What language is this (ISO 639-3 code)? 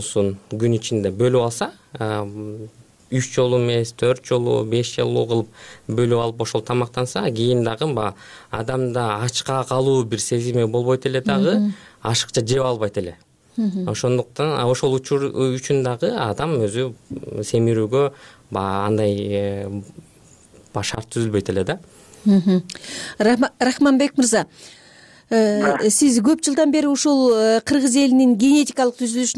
kir